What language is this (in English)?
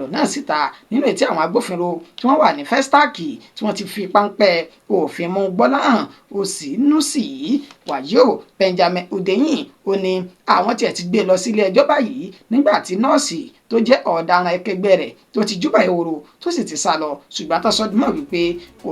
Yoruba